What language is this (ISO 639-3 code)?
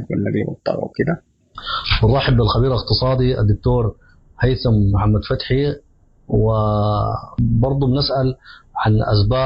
apd